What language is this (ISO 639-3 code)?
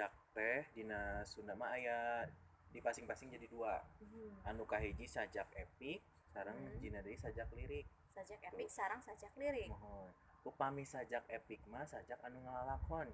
sun